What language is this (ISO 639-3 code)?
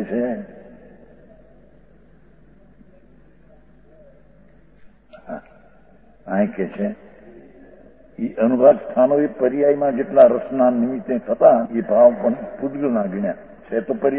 guj